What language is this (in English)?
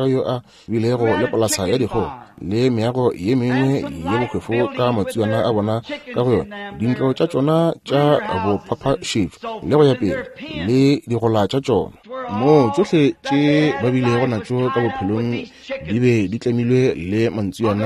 Northern Sotho